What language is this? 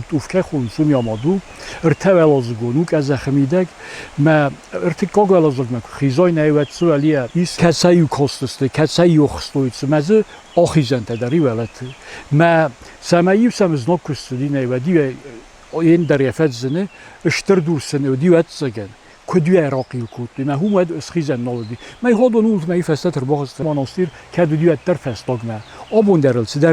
Ossetic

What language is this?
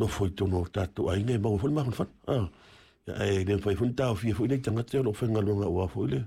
Samoan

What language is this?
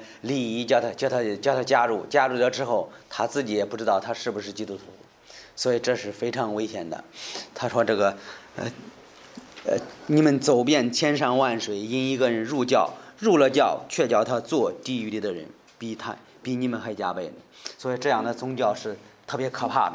Chinese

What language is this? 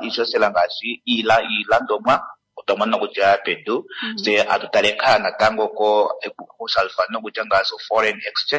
Kuanyama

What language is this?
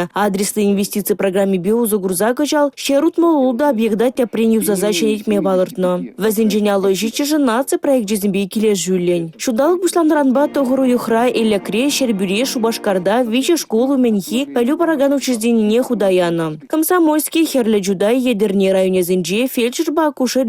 Chuvash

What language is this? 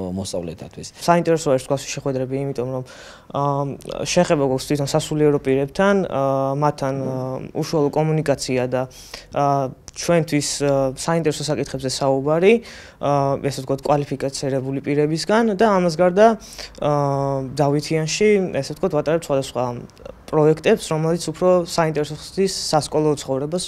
Georgian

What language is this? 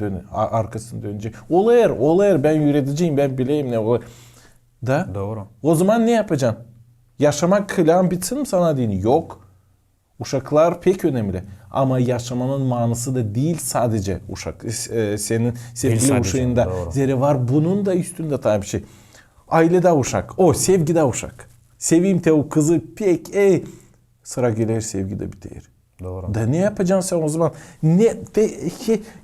Gagauz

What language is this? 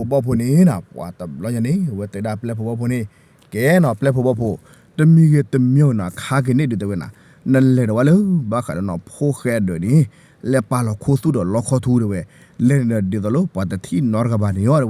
S'gaw Karen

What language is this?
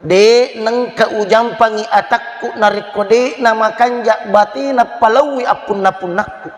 Buginese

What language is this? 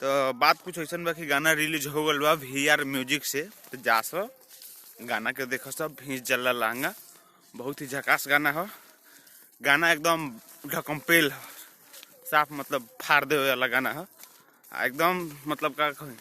Bhojpuri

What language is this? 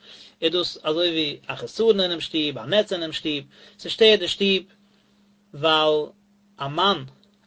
Yiddish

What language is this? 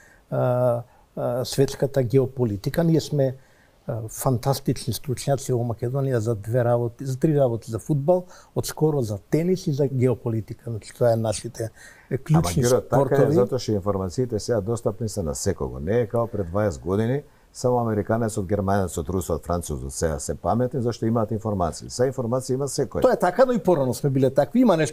Macedonian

